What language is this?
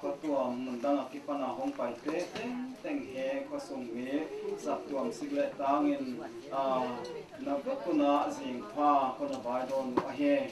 Paite Chin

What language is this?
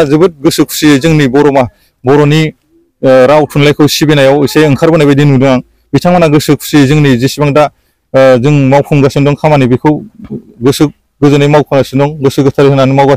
Bodo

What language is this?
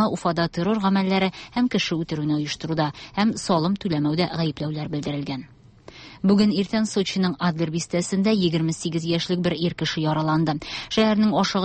Tatar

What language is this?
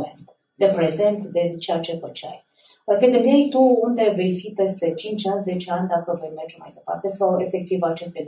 Romanian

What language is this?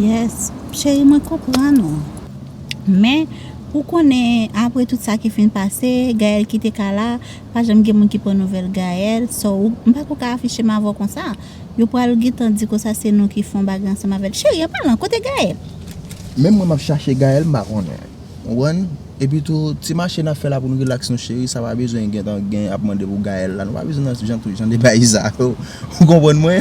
Haitian Creole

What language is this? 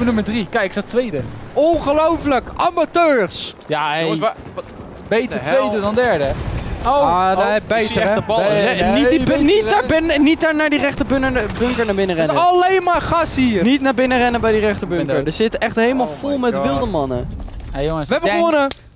Dutch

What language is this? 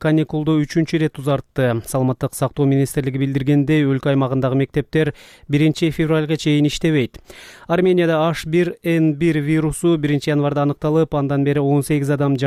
Kyrgyz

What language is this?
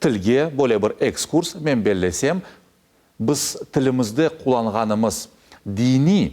Crimean Tatar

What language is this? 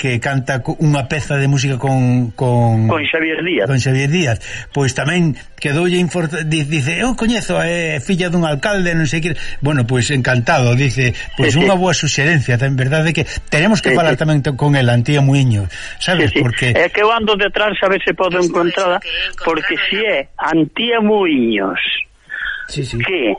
Galician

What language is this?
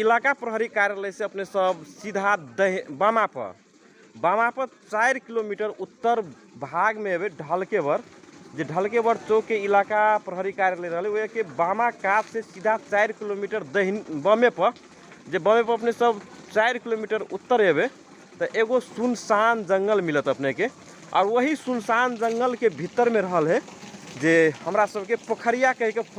Magahi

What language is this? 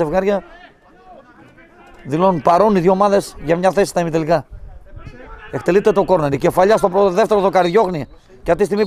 Greek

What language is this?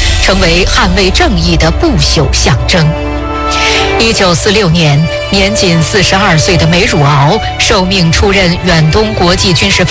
Chinese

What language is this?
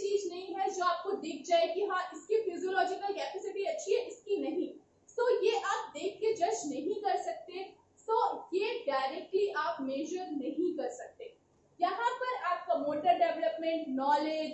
Hindi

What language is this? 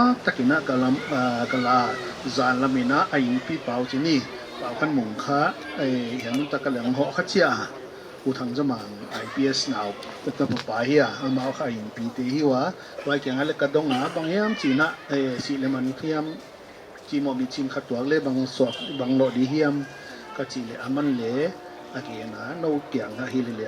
Paite Chin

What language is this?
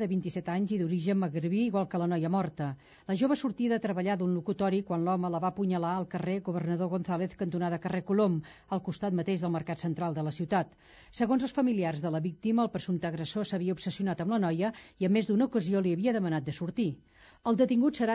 Catalan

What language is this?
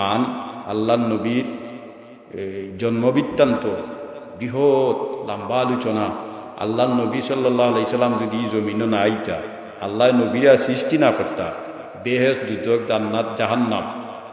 Sylheti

